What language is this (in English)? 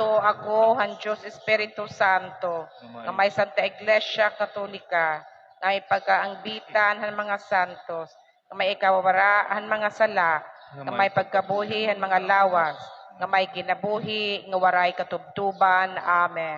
Waray